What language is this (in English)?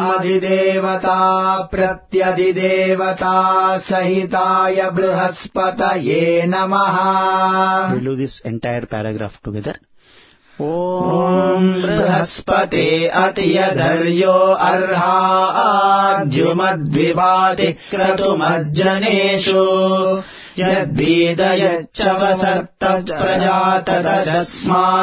Sanskrit